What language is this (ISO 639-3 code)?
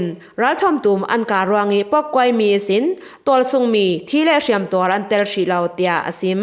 cfm